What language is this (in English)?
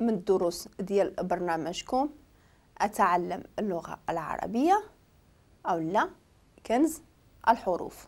Moroccan Arabic